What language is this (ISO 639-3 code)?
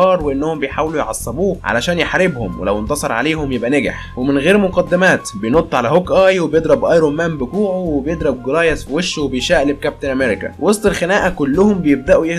arz